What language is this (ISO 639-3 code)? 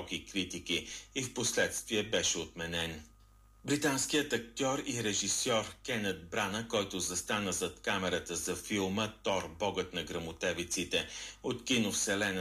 bul